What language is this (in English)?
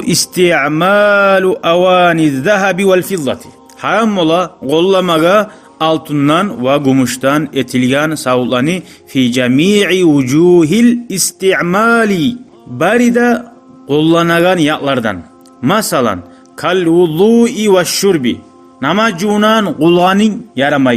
Kumyk